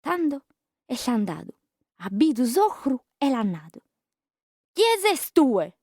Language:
Sardinian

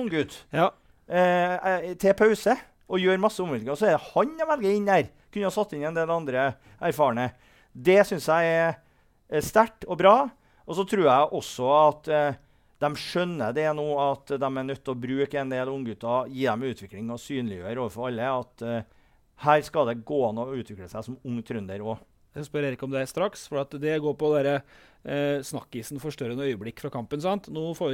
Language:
Norwegian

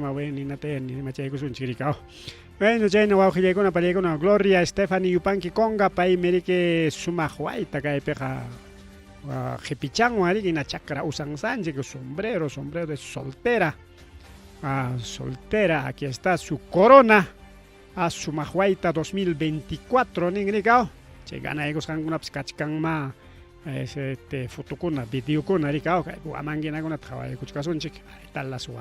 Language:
Ayacucho Quechua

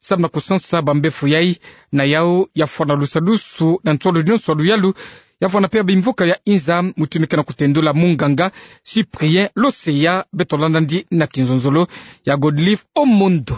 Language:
Kituba (Democratic Republic of Congo)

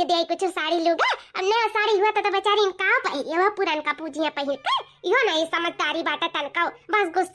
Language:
Awadhi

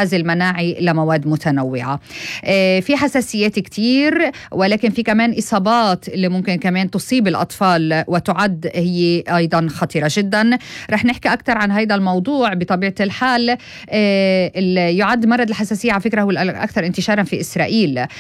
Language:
North Levantine Arabic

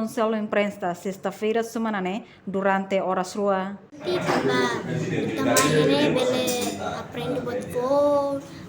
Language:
Tetum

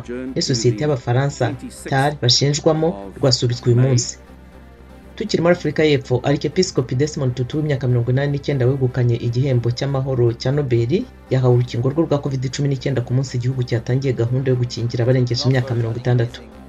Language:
Kinyarwanda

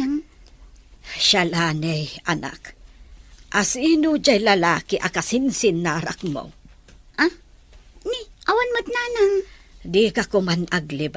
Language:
Iloko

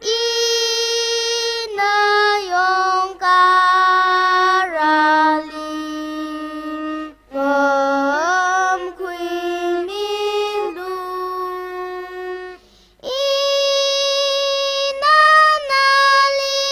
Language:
Tangkhul Naga (India)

